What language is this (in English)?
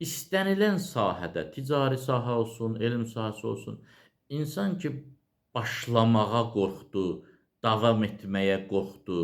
Azerbaijani